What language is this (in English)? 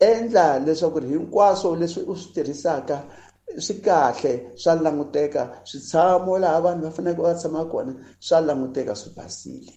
Tsonga